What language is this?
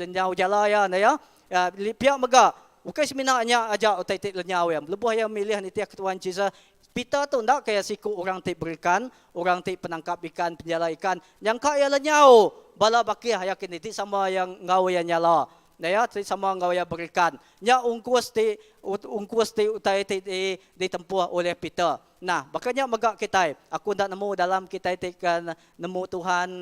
Iban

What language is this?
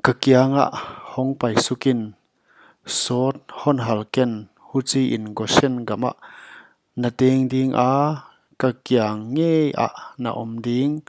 Paite Chin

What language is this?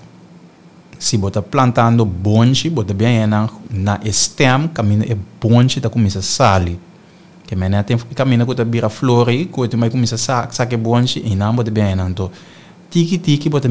Papiamento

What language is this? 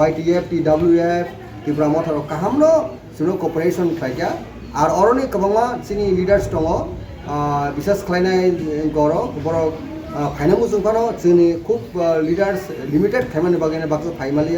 Kok Borok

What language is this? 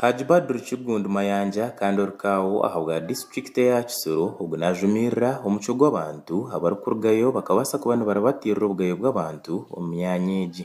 Nyankole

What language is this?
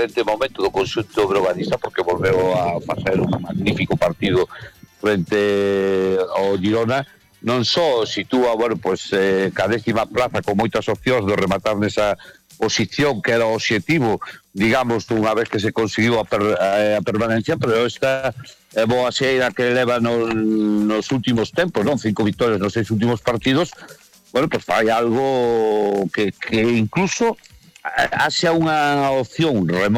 Galician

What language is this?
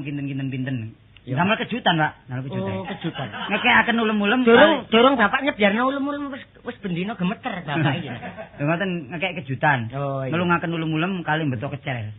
Javanese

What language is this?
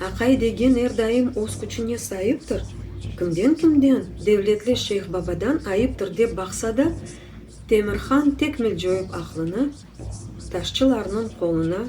Crimean Tatar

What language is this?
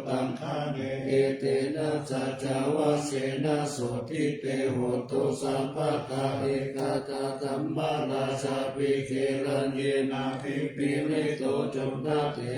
Pali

